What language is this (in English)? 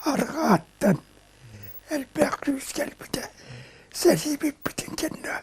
Yakut